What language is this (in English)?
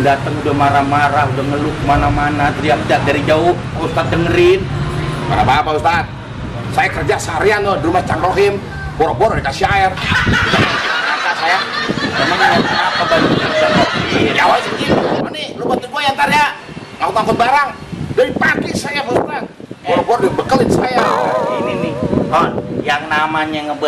Betawi